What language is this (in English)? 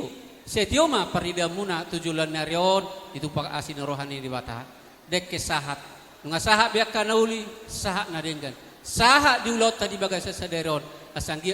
Batak Toba